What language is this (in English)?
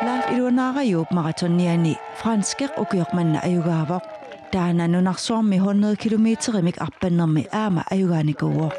Kalaallisut